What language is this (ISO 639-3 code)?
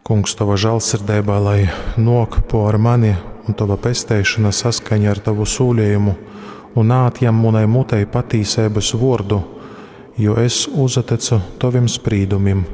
ltg